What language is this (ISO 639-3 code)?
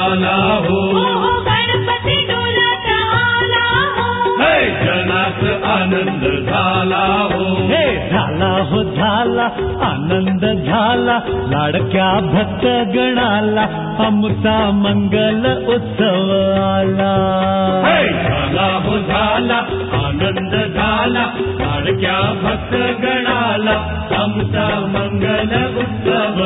mar